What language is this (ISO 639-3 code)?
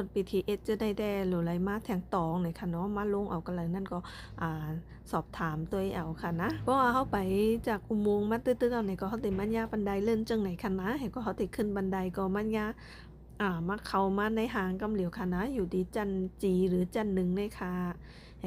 shn